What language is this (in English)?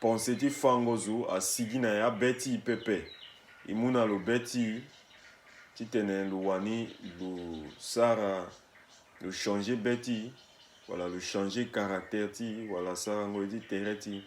Sango